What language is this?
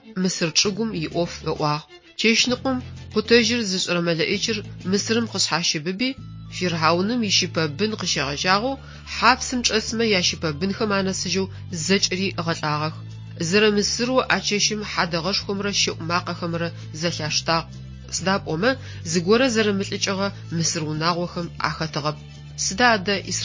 Adyghe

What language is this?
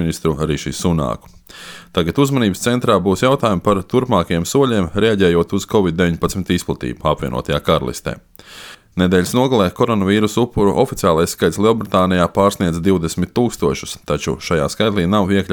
Latvian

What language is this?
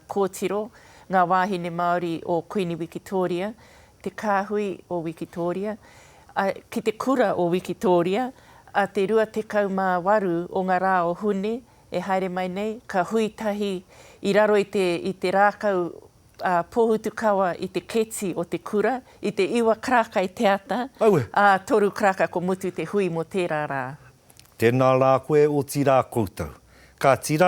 Māori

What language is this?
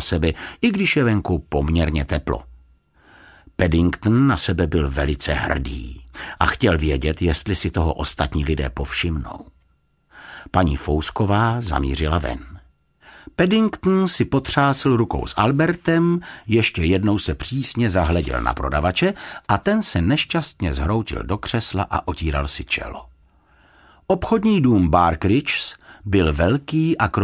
Czech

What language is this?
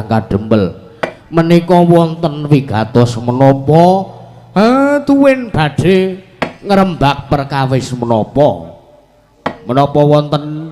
Javanese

